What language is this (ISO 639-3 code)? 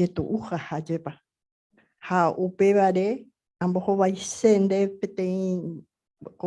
grn